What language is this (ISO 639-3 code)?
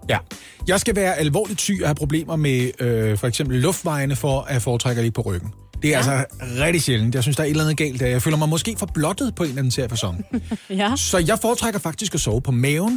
dan